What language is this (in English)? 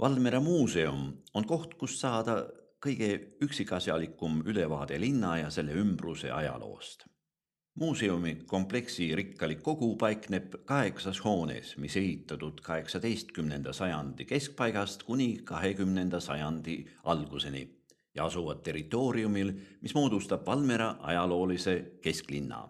Estonian